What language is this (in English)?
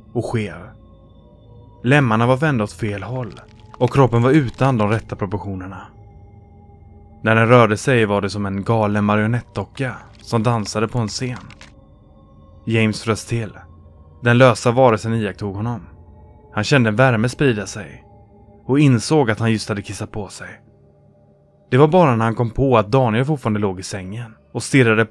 Swedish